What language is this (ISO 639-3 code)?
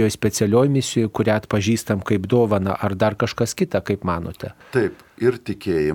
lit